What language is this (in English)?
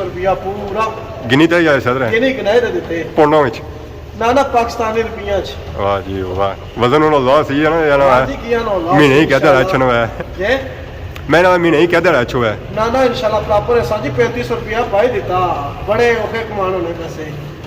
Pahari-Potwari